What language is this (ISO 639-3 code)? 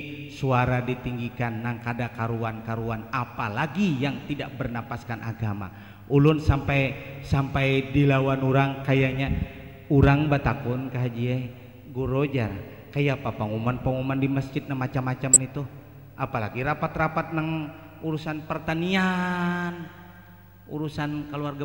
bjn